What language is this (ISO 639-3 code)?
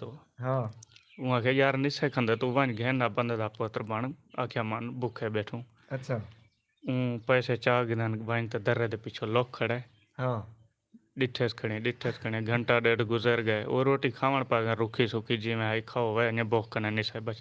skr